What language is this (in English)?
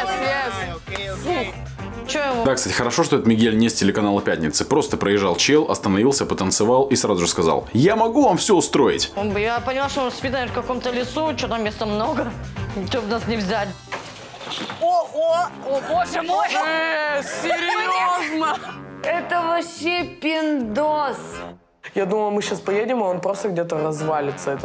Russian